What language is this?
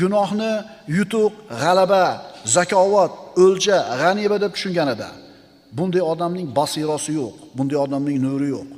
Uzbek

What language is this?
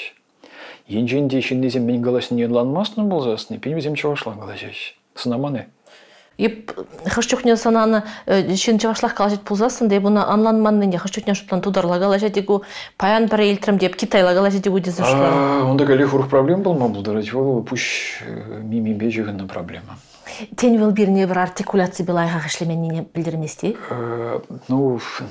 Chuvash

